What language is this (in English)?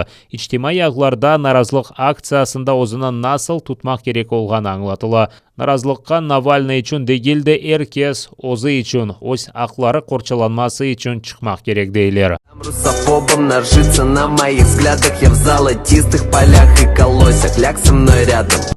Crimean Tatar